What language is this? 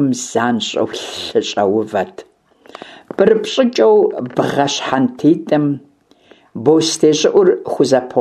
Kabardian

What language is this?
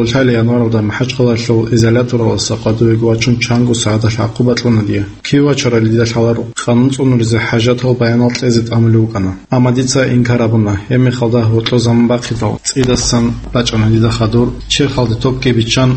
Avaric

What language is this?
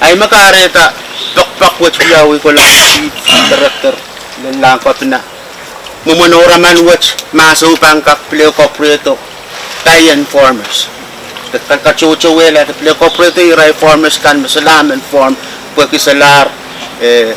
Pohnpeian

